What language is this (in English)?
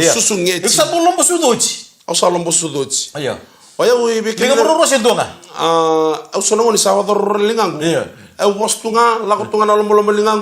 Fijian